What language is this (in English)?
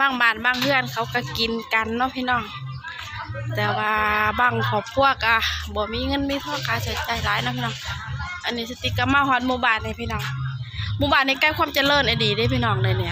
Lao